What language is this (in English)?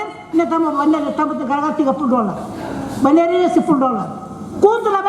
Tetum